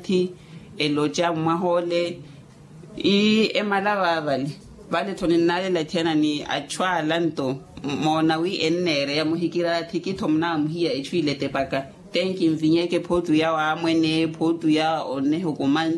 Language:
Makhuwa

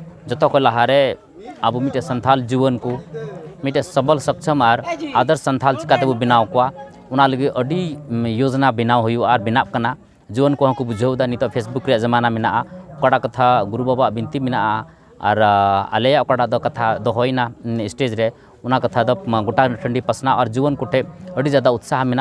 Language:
Santali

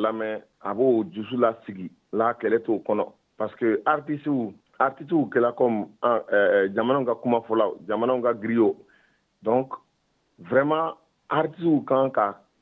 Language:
Bambara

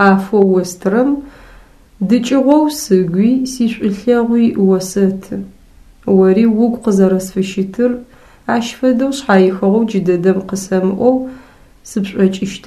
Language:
Adyghe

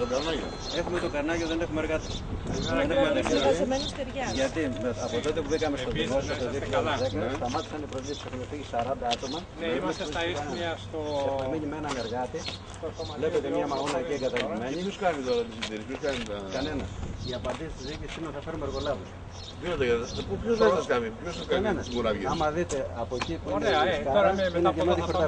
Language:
Greek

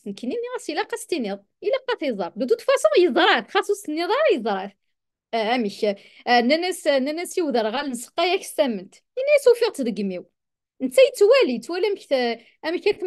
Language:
Kabyle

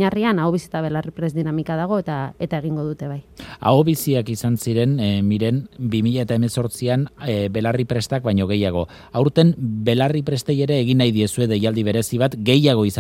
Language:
Basque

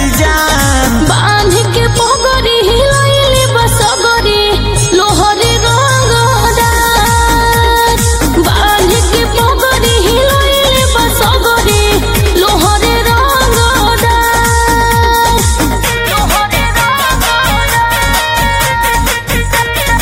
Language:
Bhojpuri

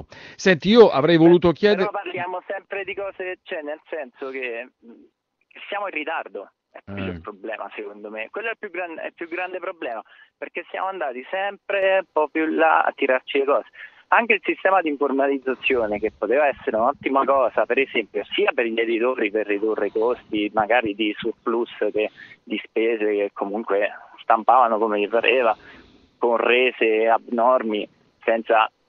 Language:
Italian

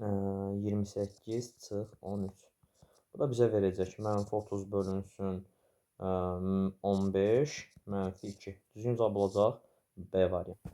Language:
Azerbaijani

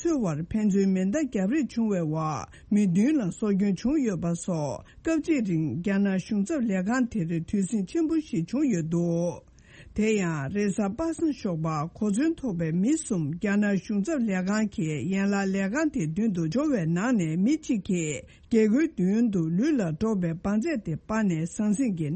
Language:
Tibetan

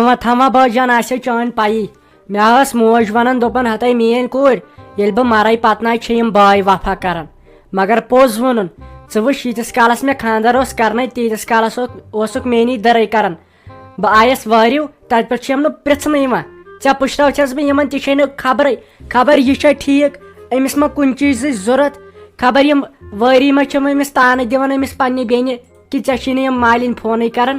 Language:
Kashmiri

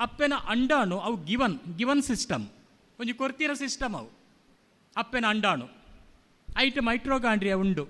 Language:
Tulu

